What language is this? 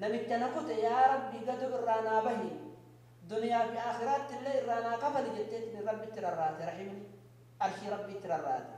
Oromo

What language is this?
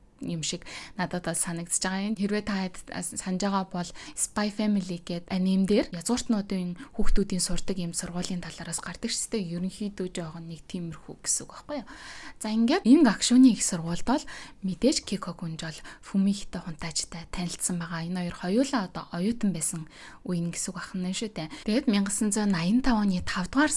Mongolian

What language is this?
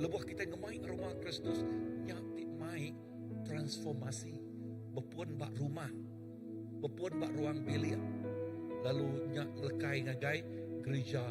Iban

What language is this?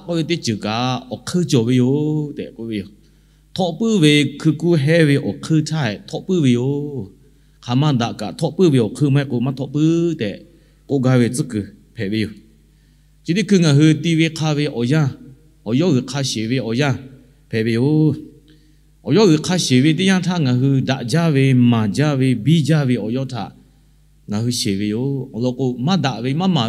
Lahu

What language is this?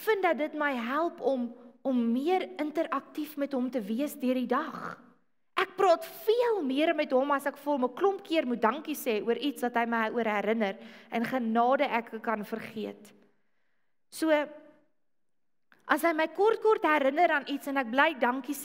Afrikaans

